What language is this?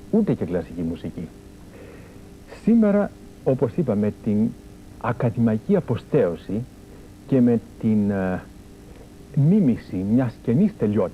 Greek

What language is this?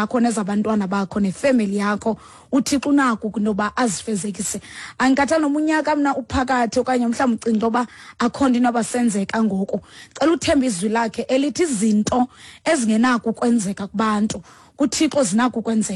Xhosa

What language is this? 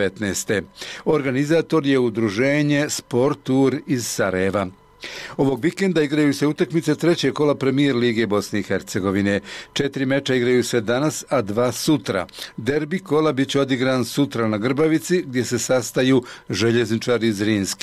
Bosnian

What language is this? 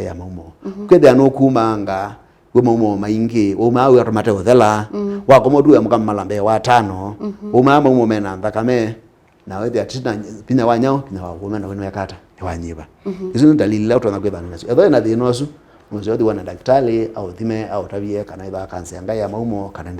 Kamba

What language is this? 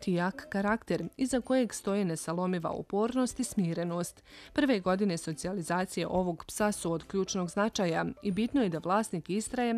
Bosnian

